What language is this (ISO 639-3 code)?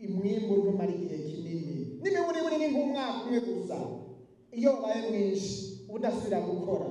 run